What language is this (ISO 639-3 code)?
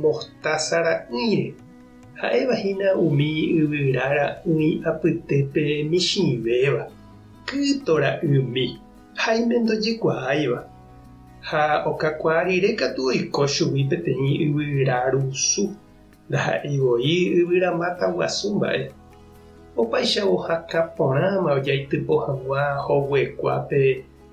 grn